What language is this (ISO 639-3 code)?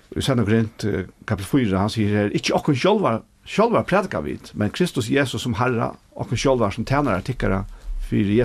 fao